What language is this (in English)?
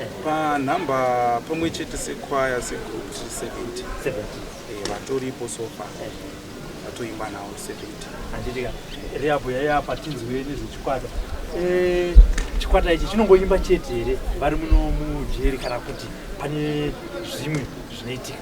Shona